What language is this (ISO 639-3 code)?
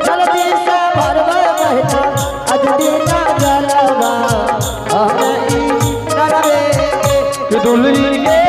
anp